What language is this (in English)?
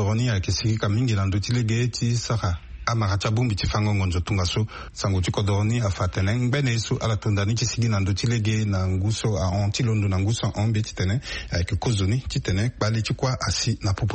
Sango